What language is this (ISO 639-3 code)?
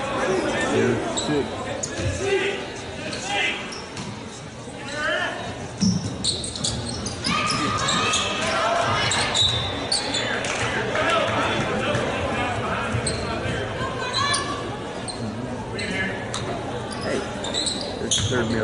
eng